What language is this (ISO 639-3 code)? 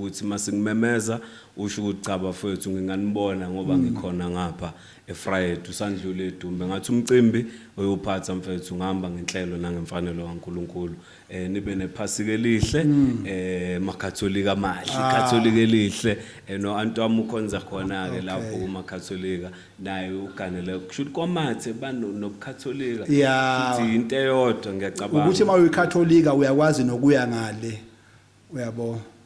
zul